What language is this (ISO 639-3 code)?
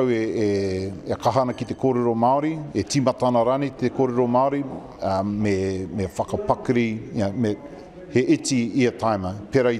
mri